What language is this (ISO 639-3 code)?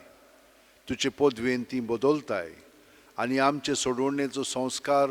kok